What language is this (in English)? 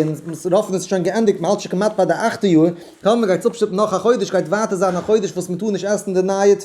Yiddish